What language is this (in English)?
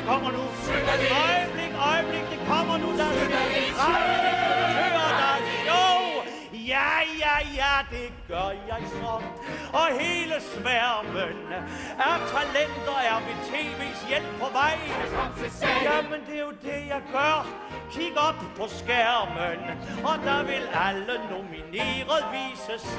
Danish